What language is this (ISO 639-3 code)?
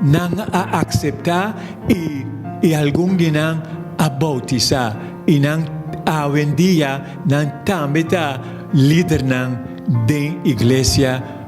pap